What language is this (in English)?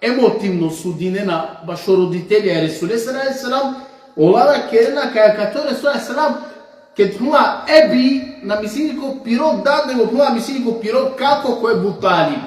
Balkan Romani